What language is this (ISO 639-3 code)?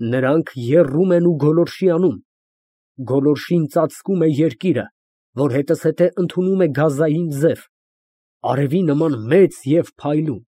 hye